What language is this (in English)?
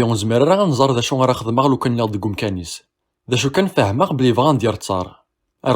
Kabyle